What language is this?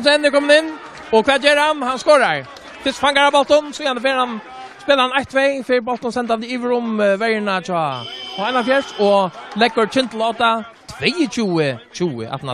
Faroese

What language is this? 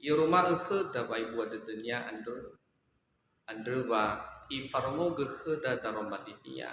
Nias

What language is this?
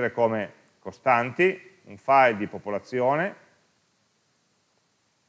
Italian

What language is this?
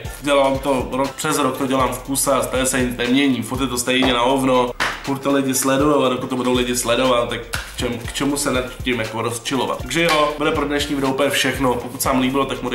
Czech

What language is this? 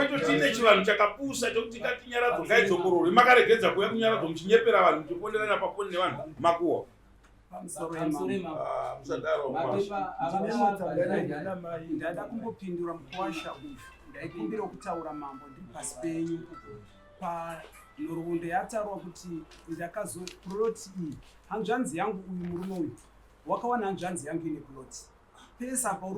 Shona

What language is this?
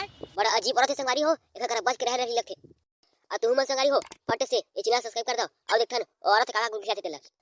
Chhattisgarhi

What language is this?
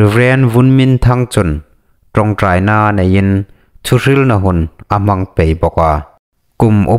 Hmar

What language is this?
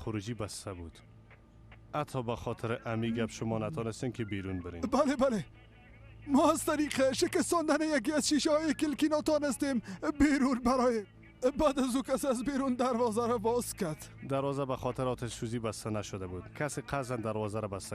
Persian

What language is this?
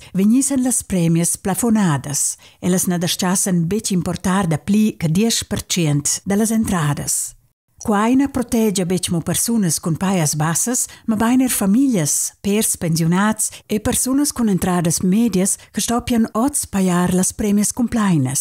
Romansh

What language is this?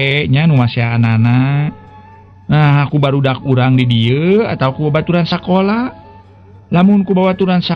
Sundanese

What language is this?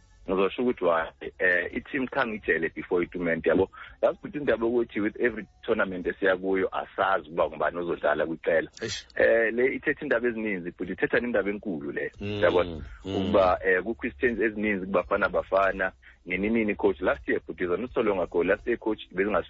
Xhosa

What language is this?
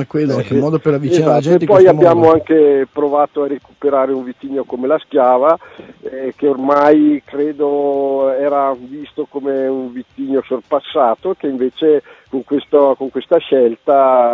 Italian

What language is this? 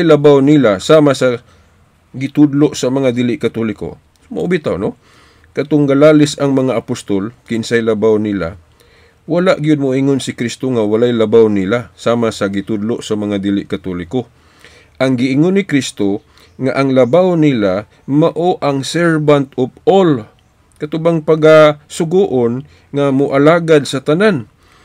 Cebuano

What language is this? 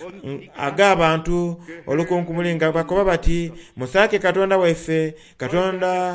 Soga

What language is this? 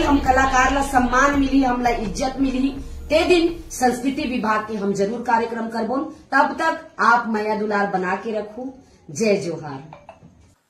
Chhattisgarhi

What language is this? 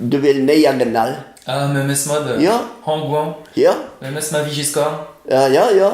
Breton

